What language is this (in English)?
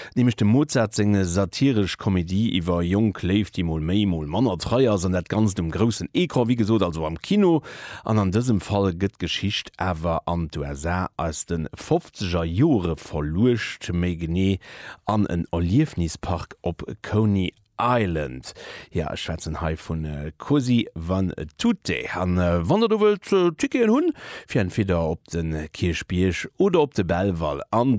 Luxembourgish